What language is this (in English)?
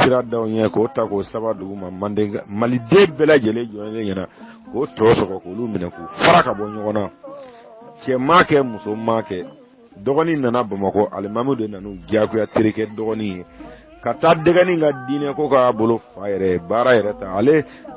Bambara